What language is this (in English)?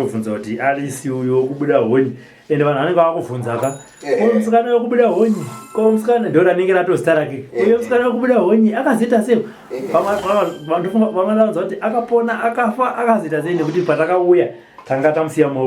Shona